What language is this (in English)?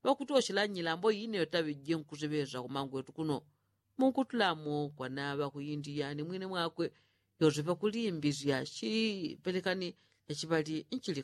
Yao